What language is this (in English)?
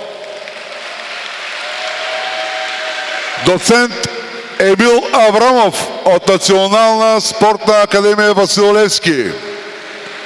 Bulgarian